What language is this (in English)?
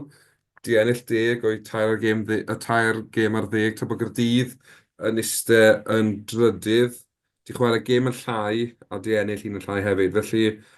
Welsh